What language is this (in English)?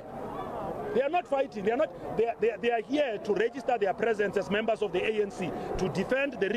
English